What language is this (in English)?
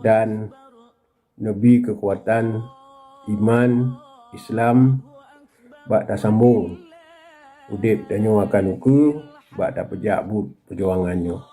Achinese